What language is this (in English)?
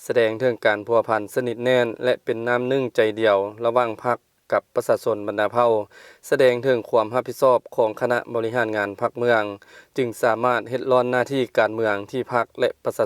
Lao